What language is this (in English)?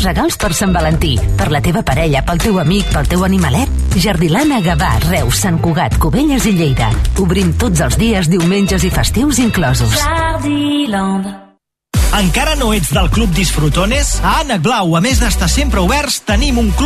Catalan